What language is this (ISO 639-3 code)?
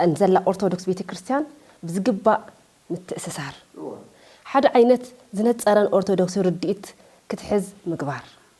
tir